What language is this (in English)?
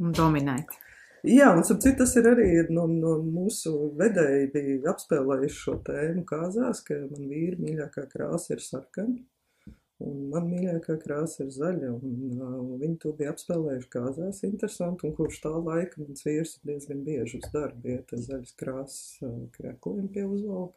Latvian